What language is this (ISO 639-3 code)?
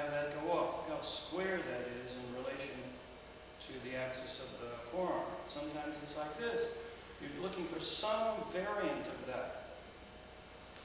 eng